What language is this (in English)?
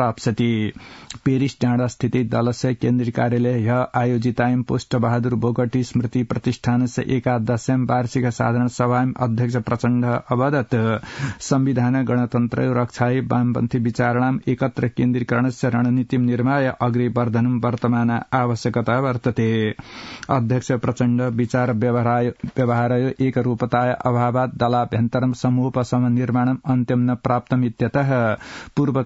Sanskrit